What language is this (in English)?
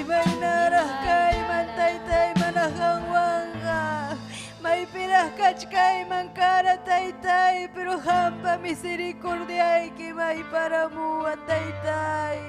Ayacucho Quechua